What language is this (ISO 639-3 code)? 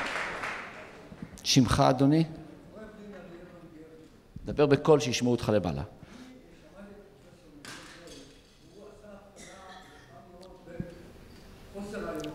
heb